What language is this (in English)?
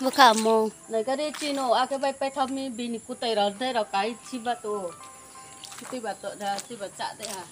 Riang (India)